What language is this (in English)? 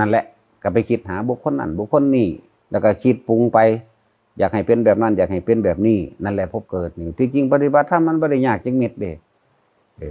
Northeastern Thai